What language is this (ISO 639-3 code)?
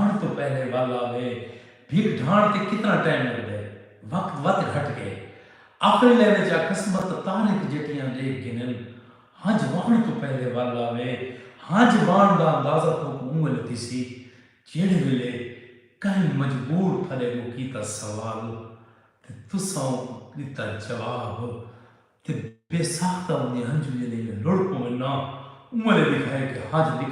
skr